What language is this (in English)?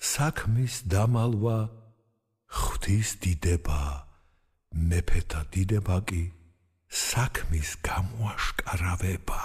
Georgian